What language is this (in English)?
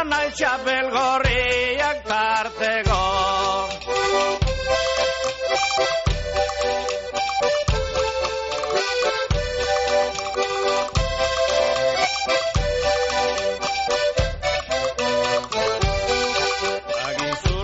Basque